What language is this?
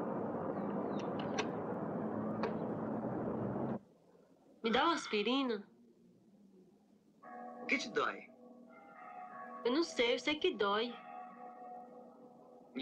Portuguese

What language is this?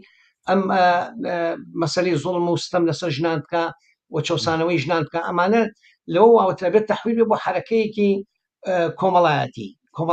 Central Kurdish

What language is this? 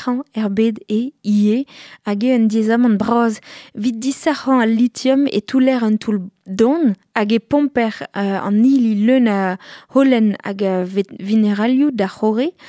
Breton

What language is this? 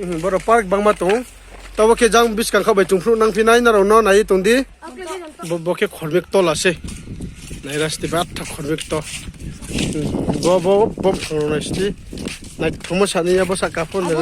Riang (India)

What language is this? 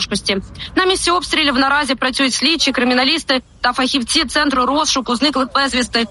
Ukrainian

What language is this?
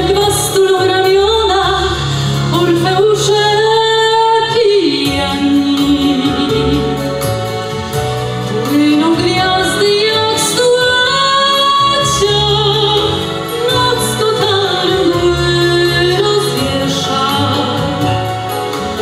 Polish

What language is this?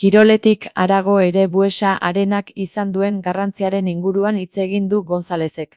Basque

